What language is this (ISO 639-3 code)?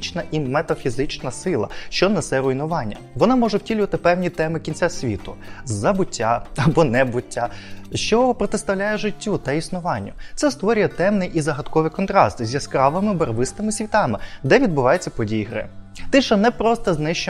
ukr